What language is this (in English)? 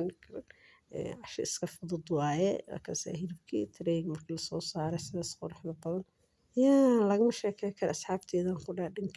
Somali